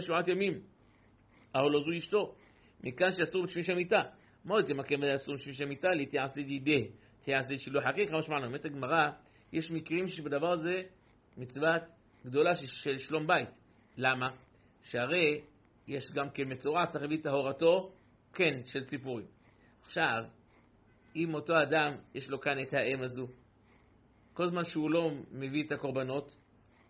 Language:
Hebrew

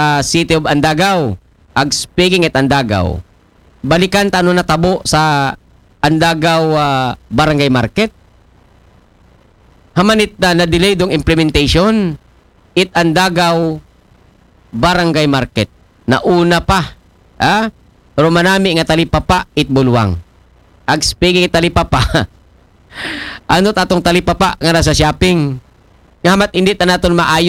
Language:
Aklanon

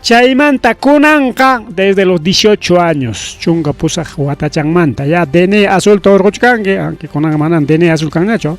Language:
Ayacucho Quechua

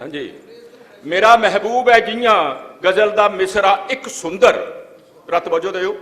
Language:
Dogri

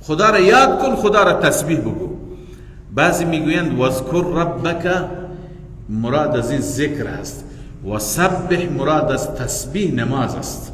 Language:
Persian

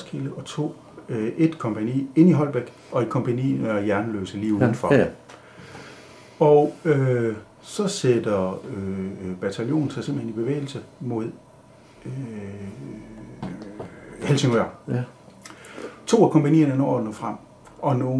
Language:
Danish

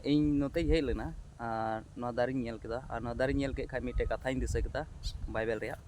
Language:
Santali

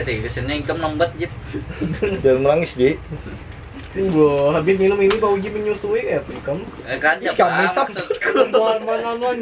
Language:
Banjar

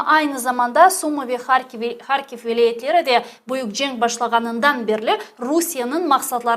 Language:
Crimean Tatar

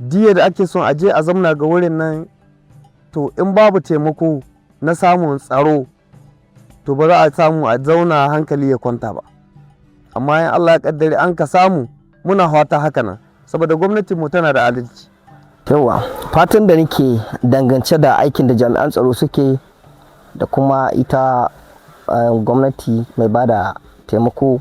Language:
Hausa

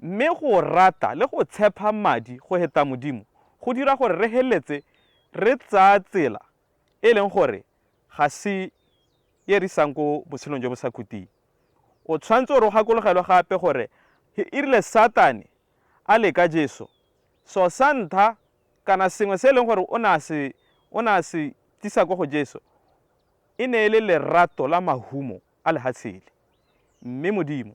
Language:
Tswana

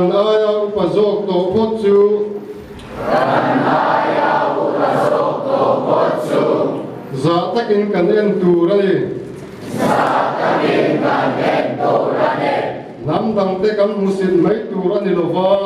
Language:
Mizo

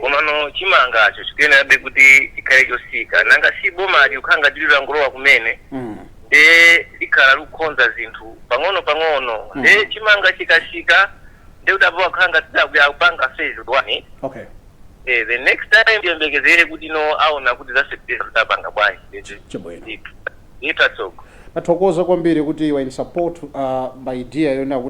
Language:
Nyanja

